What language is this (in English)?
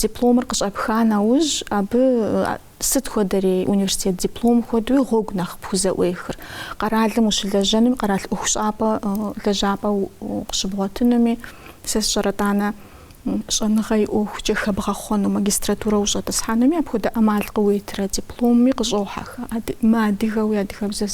Kabardian